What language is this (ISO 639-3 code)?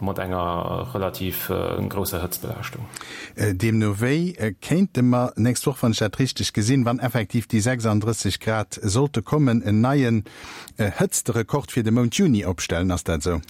ltz